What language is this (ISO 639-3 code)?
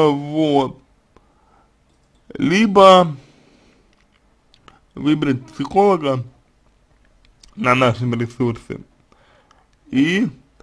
rus